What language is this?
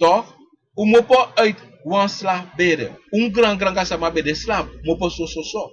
Sranan Tongo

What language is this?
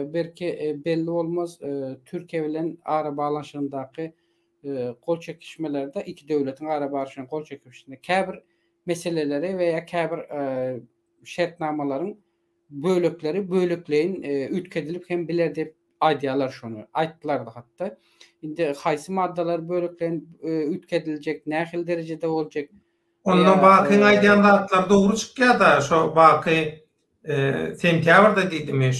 Turkmen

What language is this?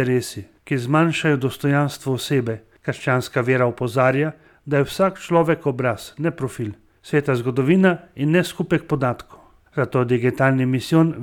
Slovenian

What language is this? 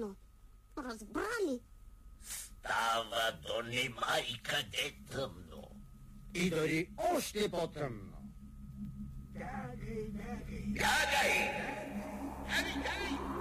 Bulgarian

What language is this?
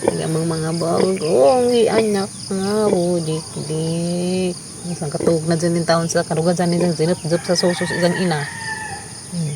Cebuano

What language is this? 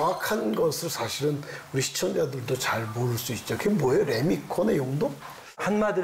Korean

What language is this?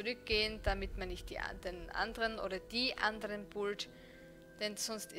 German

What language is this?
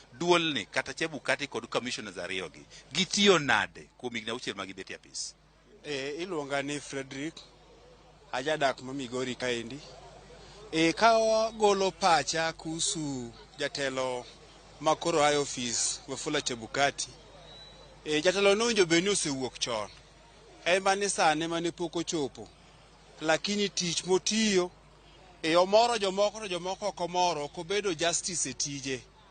Luo (Kenya and Tanzania)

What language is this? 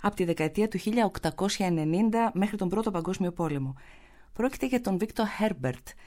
Greek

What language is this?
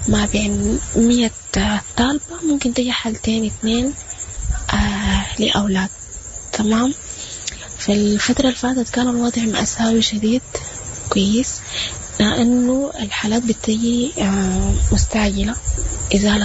Sudanese Arabic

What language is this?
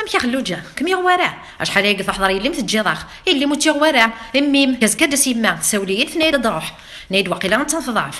Kabyle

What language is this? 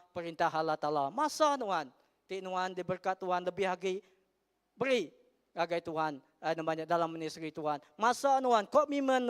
Iban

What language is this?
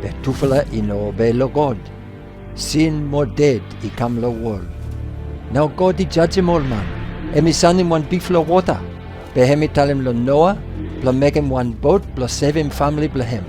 Bislama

